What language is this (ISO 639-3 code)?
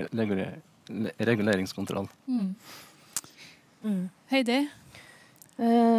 nor